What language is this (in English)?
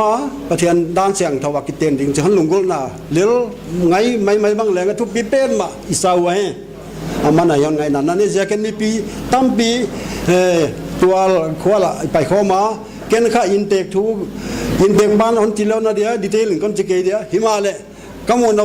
Paite Chin